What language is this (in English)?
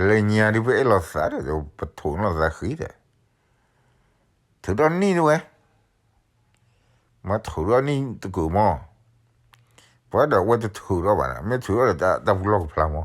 S'gaw Karen